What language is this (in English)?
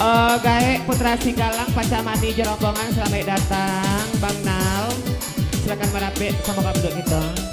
Minangkabau